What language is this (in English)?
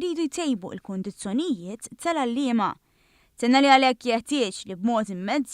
Maltese